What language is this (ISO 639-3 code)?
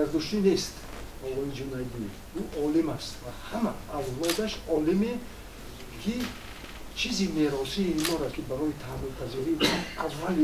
tgk